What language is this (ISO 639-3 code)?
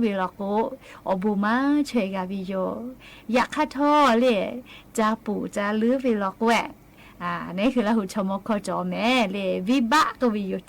lhu